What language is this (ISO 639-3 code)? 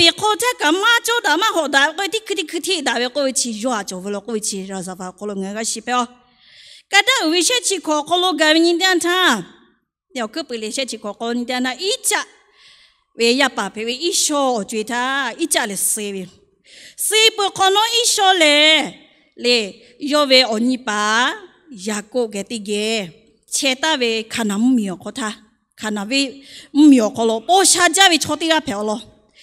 lhu